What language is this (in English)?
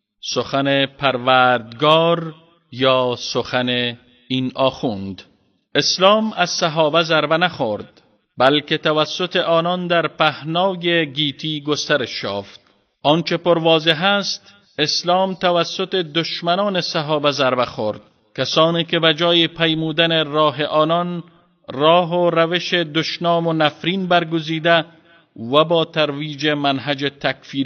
Persian